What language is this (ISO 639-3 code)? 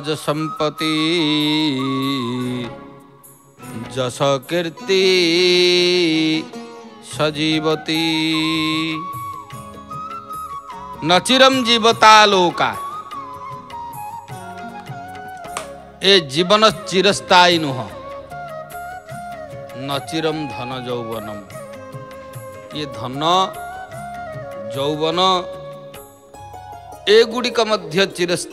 ori